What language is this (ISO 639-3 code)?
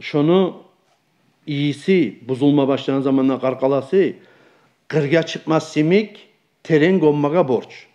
kum